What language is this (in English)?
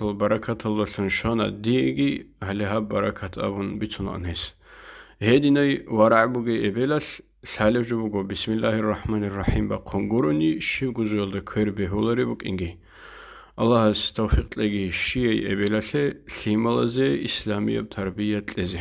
Avaric